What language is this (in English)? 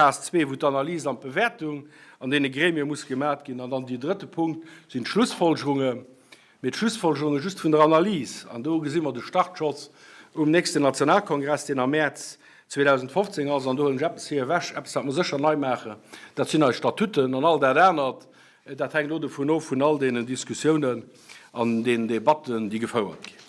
Luxembourgish